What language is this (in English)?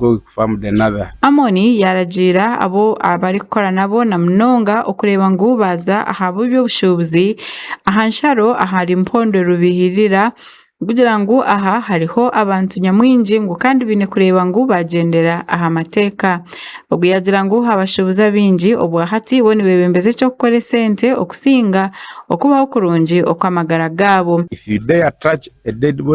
Nyankole